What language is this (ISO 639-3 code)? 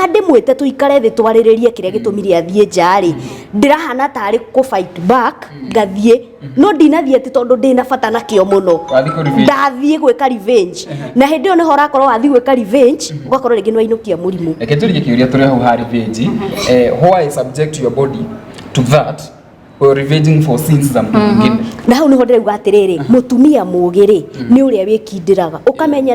kik